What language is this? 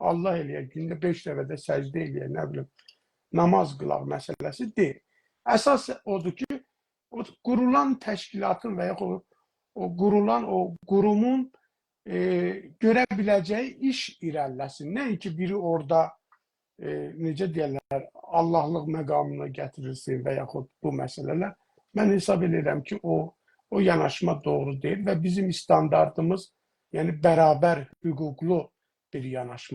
South Azerbaijani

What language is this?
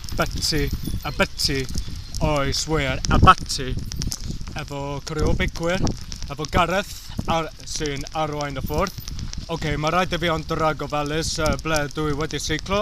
Welsh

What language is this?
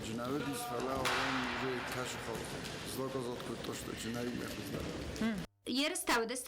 Ossetic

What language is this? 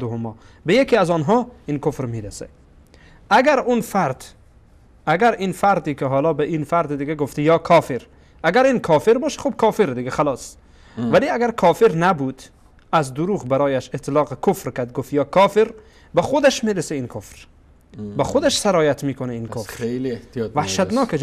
Persian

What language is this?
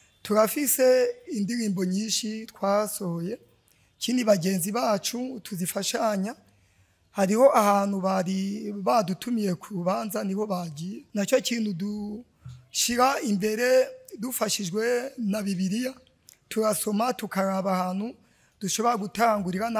Rundi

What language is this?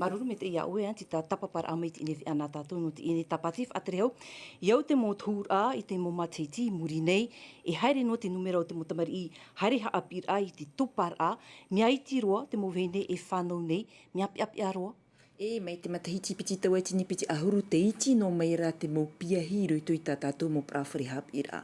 Tahitian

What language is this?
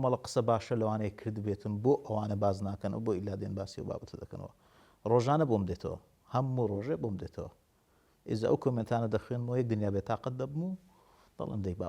Central Kurdish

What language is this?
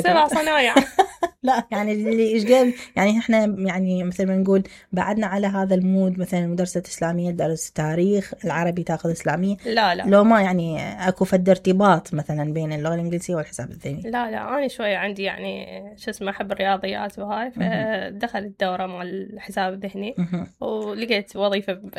Mesopotamian Arabic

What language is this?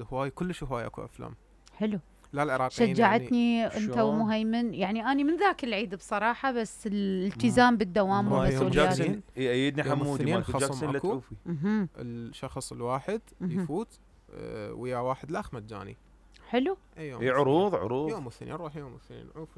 Mesopotamian Arabic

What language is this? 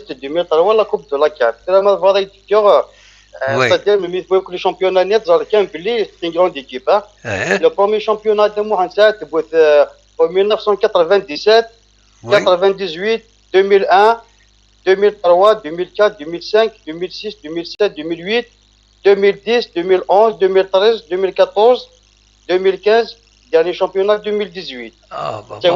Kabyle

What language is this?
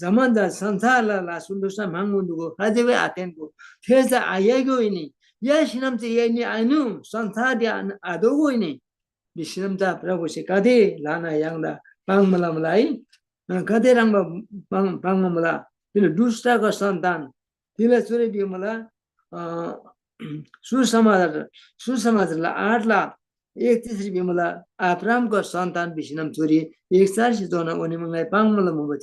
Eastern Tamang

